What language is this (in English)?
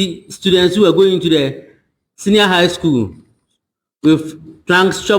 Ewe